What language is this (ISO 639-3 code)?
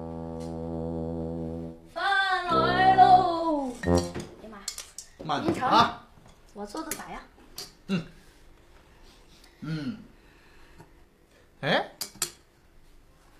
zho